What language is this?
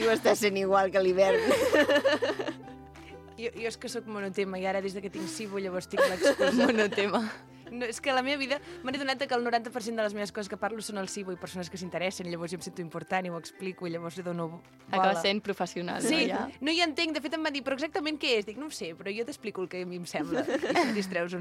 Catalan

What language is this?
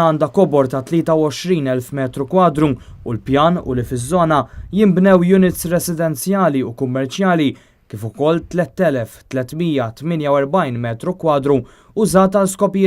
Maltese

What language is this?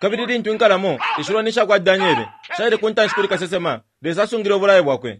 Bemba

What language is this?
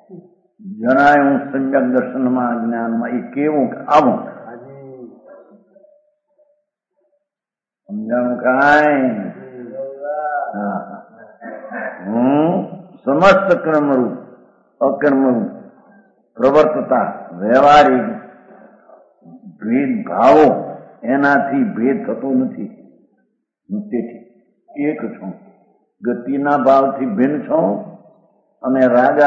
Gujarati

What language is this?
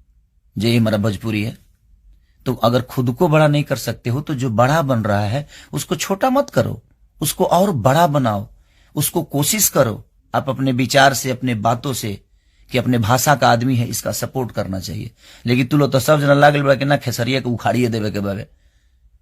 Bhojpuri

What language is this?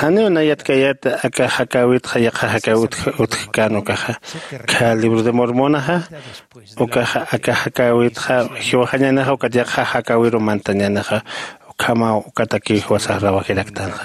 Aymara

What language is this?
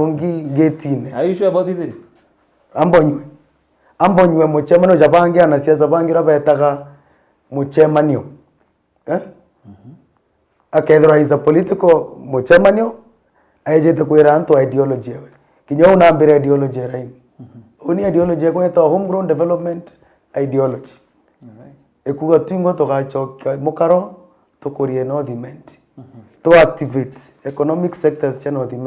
Meru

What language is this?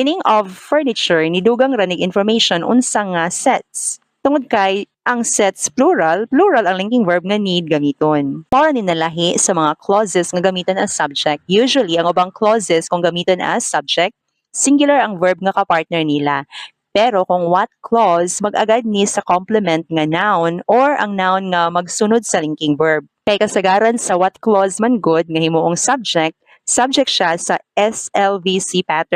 Cebuano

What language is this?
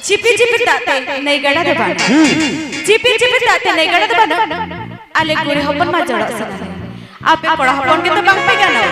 Santali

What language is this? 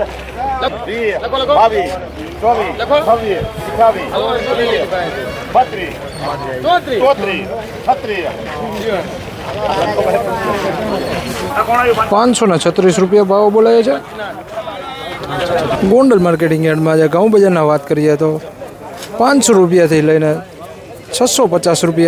Gujarati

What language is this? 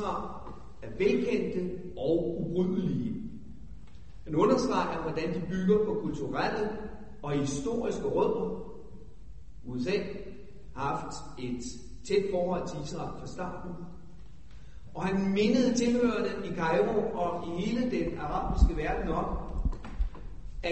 Danish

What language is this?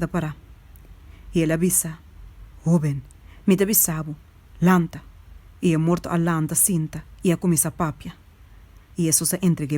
Papiamento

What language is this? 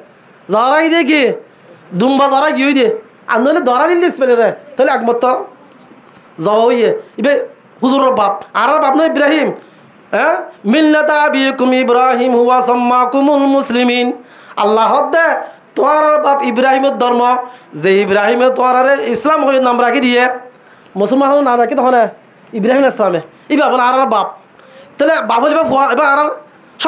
Rohingya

